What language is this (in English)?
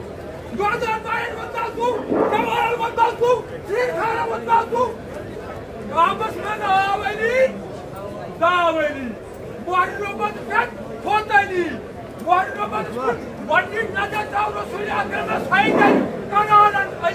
Kashmiri